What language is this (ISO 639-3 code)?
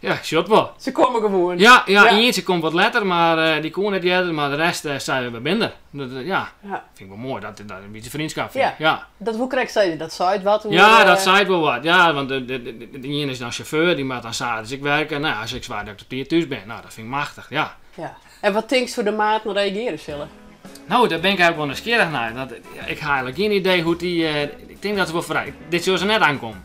fry